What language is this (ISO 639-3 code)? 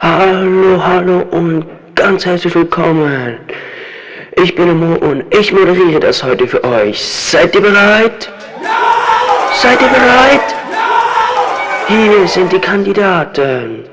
gsw